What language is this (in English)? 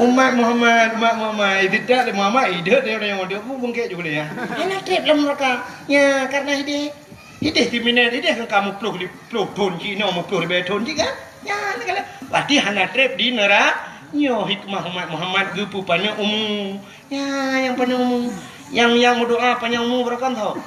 Achinese